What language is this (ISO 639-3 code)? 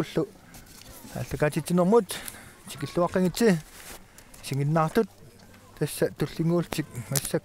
kal